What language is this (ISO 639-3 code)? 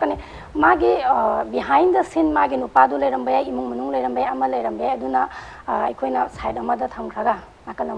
mni